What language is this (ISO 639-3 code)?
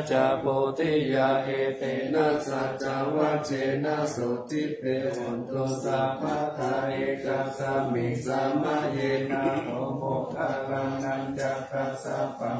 pli